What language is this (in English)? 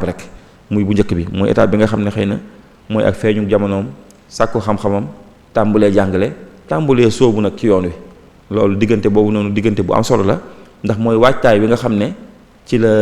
Wolof